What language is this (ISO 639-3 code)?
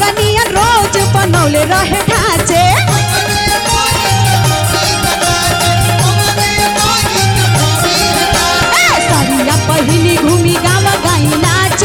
bho